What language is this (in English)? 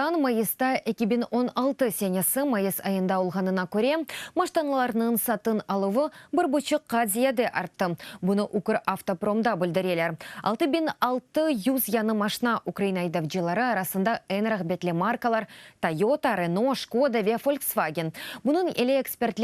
Crimean Tatar